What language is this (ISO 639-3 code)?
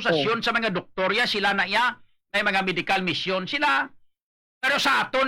hil